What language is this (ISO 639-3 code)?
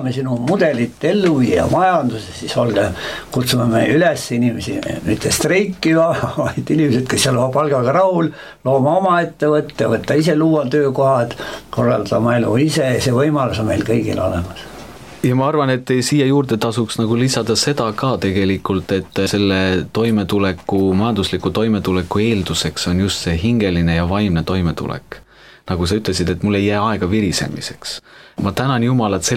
est